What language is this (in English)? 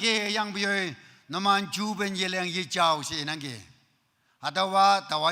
Naga Pidgin